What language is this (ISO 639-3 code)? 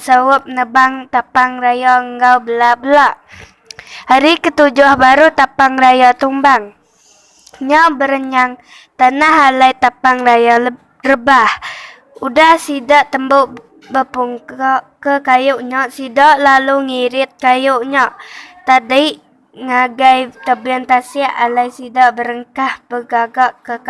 iba